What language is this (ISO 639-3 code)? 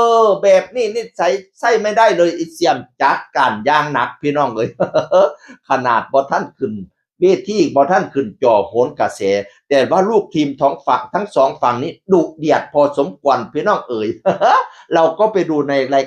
tts